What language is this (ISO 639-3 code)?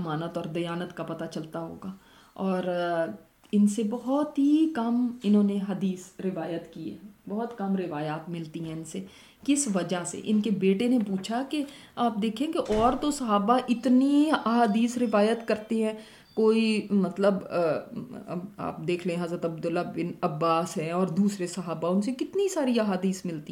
urd